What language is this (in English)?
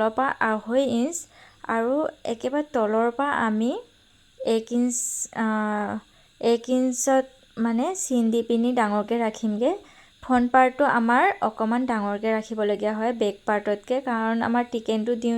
Assamese